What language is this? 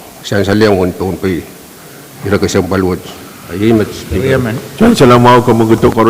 Pohnpeian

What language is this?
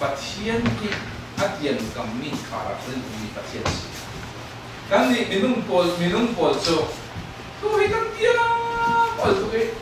Falam Chin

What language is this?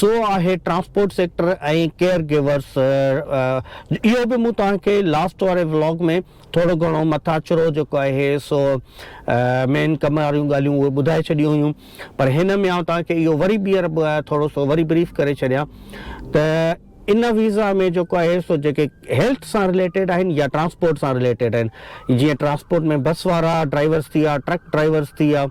Sindhi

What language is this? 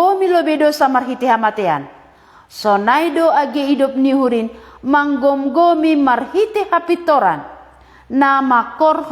Batak Simalungun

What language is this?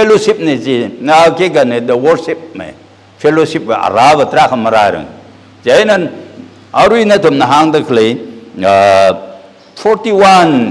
Tangkhul Naga (India)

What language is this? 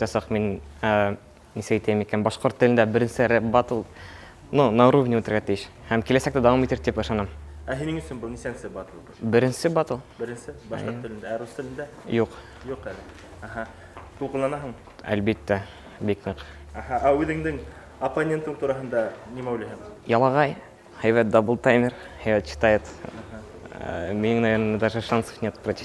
Bashkir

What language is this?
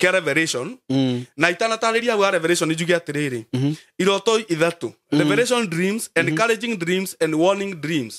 Kikuyu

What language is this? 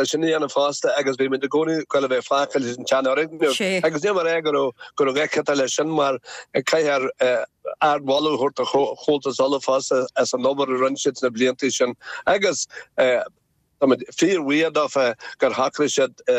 Irish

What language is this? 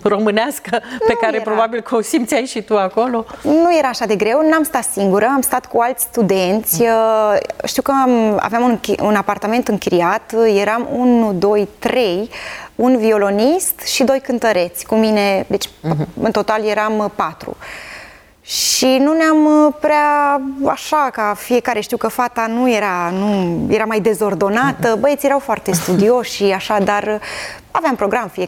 Romanian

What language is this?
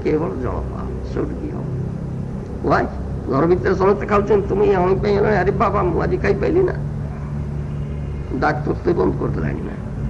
Odia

